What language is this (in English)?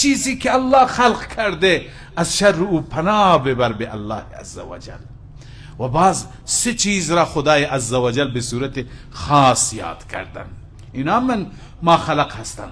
Persian